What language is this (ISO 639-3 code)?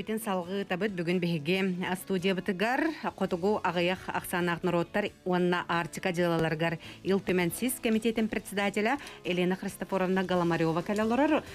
sah